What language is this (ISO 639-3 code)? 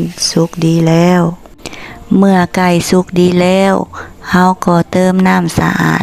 lao